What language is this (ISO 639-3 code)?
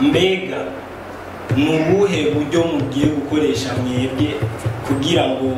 run